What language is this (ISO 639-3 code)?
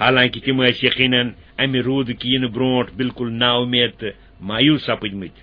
kas